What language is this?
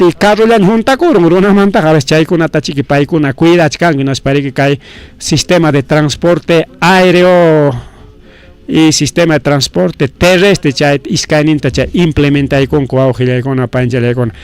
Ayacucho Quechua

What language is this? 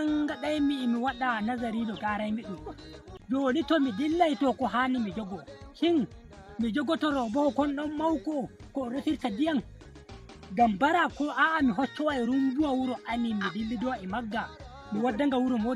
Nigerian Fulfulde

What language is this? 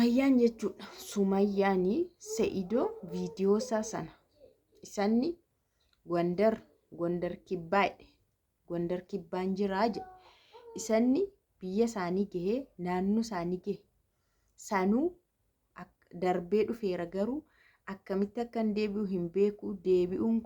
Oromo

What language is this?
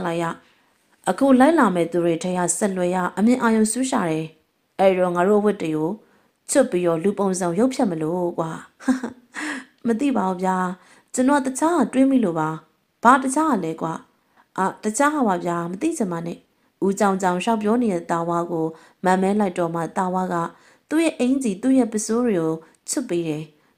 Burmese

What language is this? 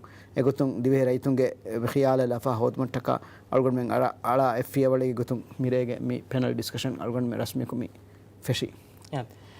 Divehi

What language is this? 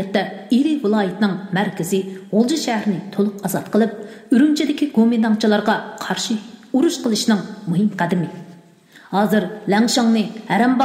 Uyghur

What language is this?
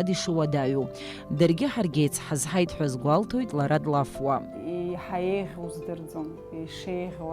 Abkhazian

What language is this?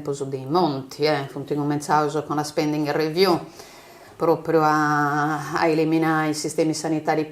Sardinian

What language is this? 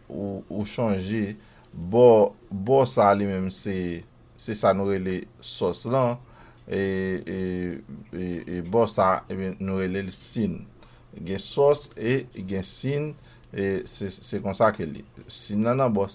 Haitian Creole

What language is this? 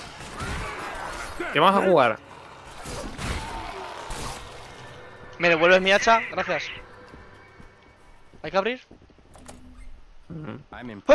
Spanish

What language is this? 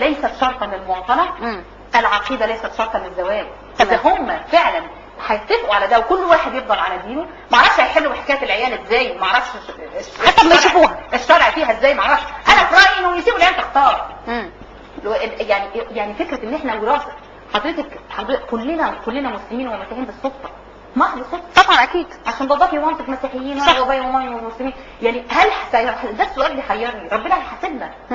Egyptian Arabic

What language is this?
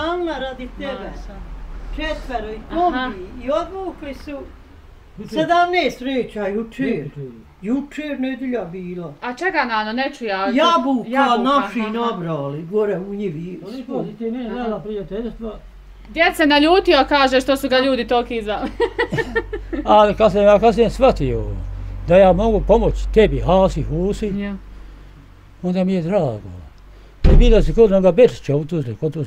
Bosnian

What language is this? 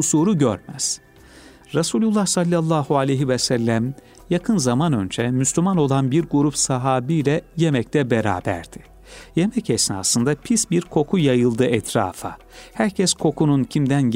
Turkish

